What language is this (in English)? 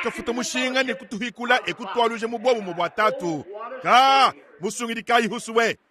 Luba-Lulua